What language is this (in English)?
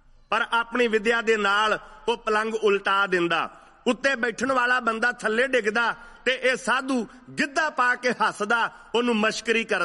Punjabi